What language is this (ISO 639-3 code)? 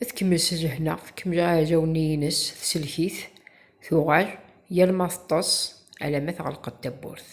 kab